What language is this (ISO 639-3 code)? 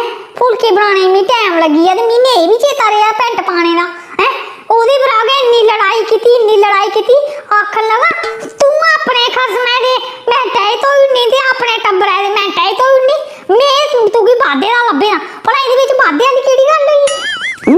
doi